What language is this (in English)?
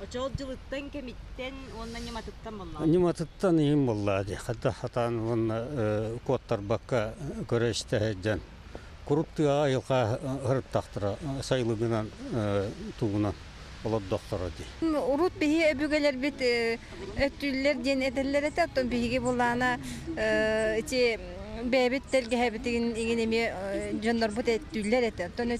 Yakut